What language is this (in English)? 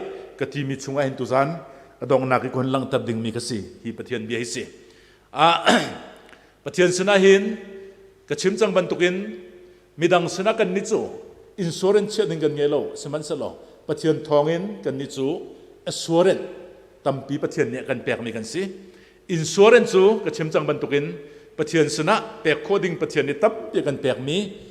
Hakha Chin